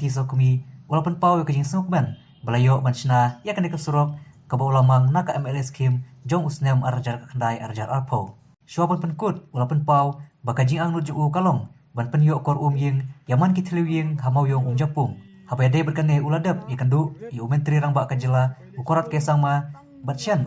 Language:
Khasi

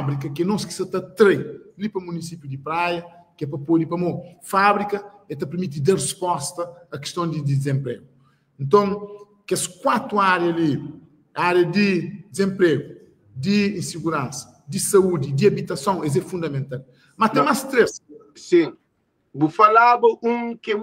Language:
Kabuverdianu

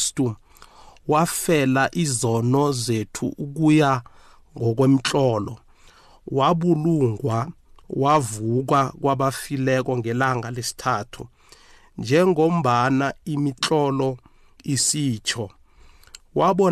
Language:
South Ndebele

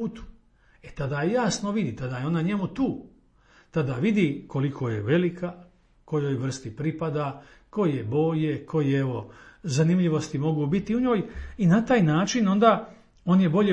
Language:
Croatian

